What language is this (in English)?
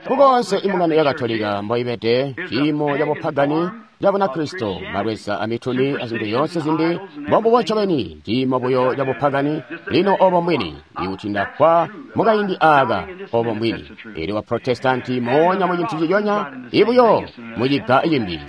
Tonga (Zambia)